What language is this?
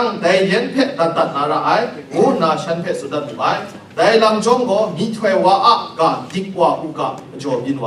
Kachin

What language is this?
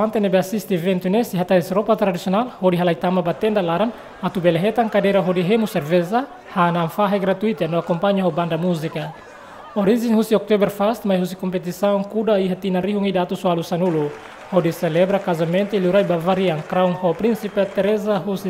Tetum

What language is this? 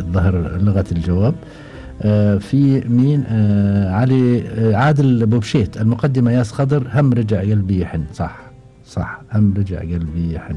Gulf Arabic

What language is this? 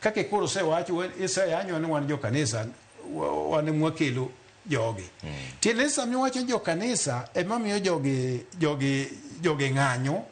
Luo (Kenya and Tanzania)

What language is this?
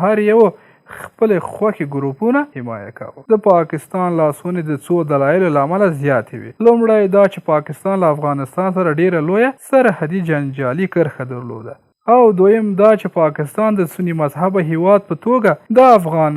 Pashto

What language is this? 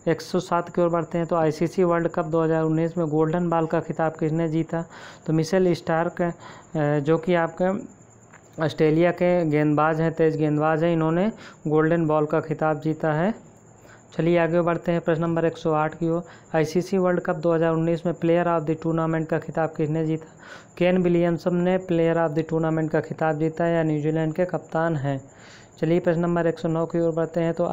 Hindi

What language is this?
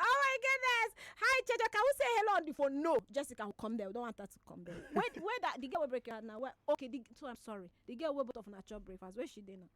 Nigerian Pidgin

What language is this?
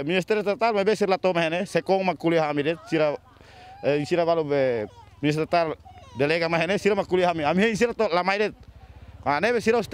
Tetum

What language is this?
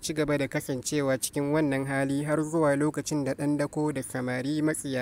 Hausa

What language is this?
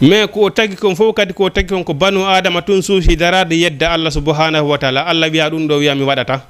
Fula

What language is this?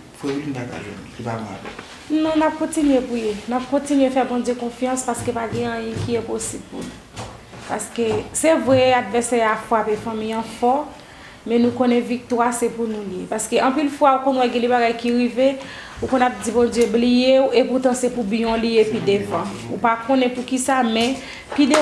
Haitian Creole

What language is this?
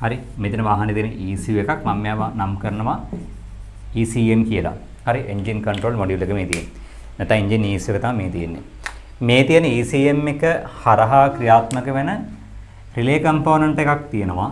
Sinhala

